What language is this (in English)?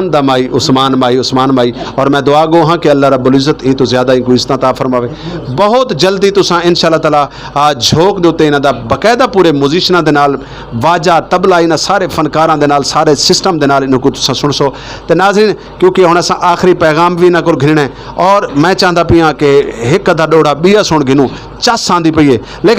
Saraiki